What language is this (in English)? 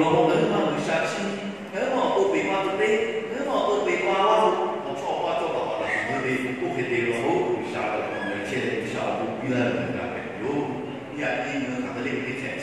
Lahu